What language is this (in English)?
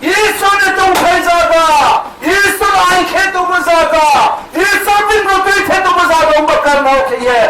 Riang (India)